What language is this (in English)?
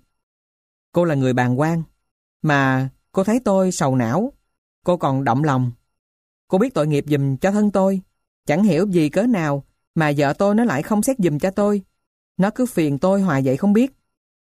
Vietnamese